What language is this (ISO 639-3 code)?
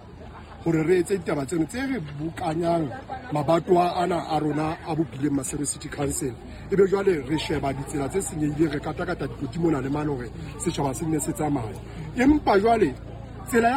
sot